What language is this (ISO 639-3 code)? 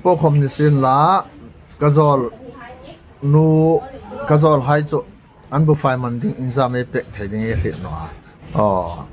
hmr